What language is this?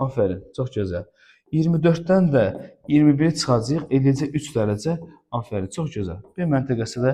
Azerbaijani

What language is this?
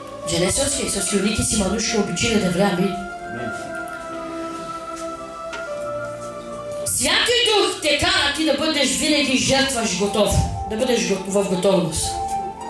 Bulgarian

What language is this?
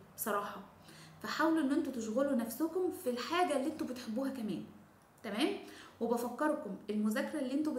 Egyptian Arabic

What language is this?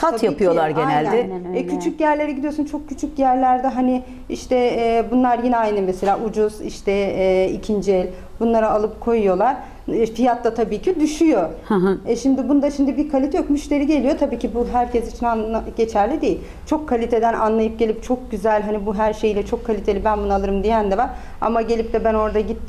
Turkish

